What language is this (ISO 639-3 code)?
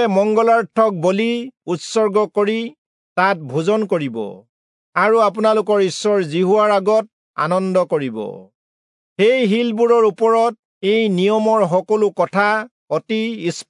asm